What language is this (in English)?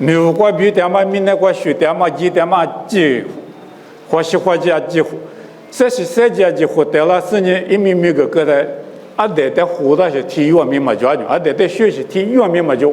Lisu